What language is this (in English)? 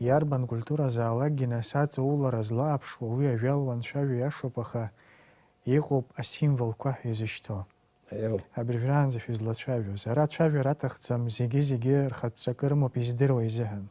Abkhazian